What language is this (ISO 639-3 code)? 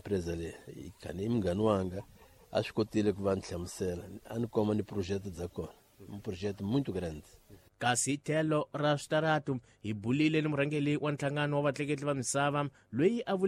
tso